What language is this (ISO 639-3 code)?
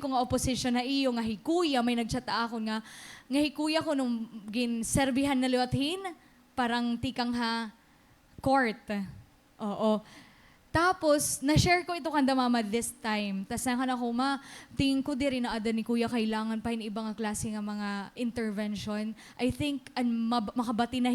war